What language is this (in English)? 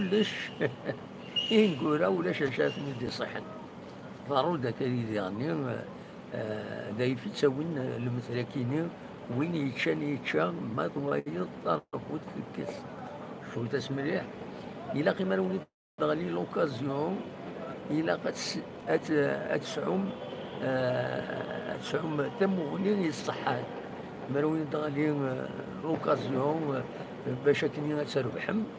Kabyle